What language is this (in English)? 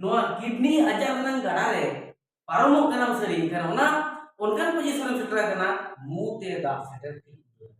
Santali